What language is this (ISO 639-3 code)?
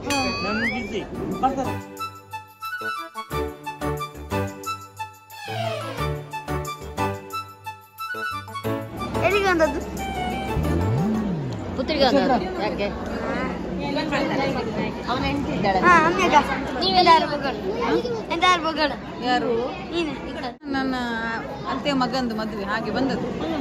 kan